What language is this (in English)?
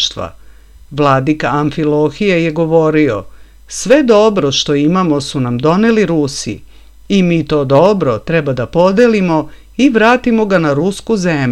Serbian